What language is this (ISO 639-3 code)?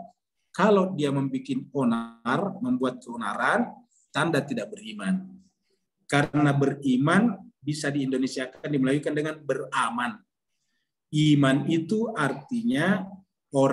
ind